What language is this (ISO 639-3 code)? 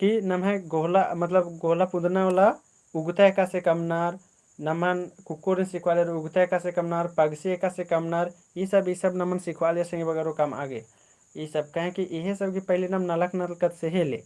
kru